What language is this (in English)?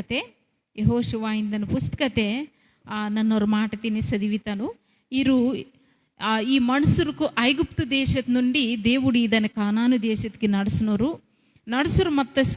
Koya